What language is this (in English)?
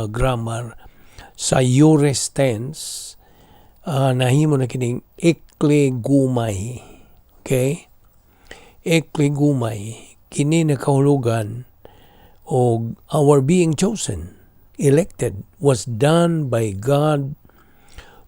Cebuano